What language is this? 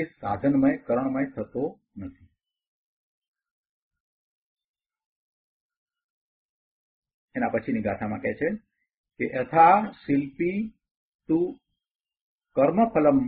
Gujarati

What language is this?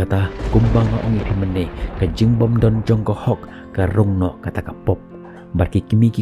Khasi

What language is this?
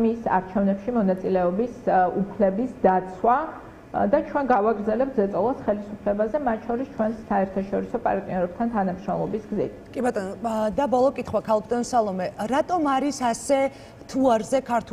Georgian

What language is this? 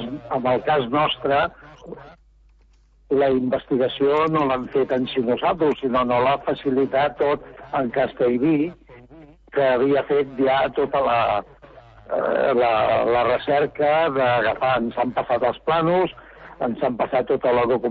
Catalan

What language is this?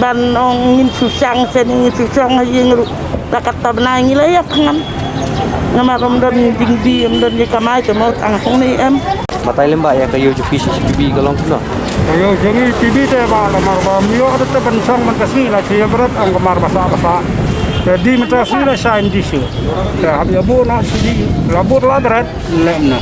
Khasi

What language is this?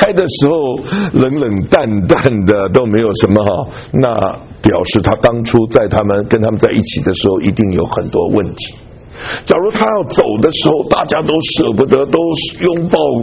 Chinese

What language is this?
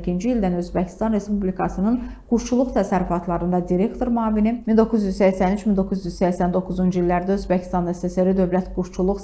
Azerbaijani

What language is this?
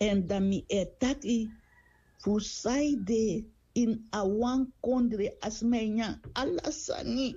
Sranan Tongo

